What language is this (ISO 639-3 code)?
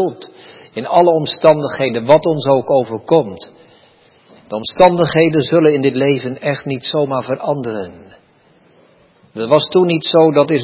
nld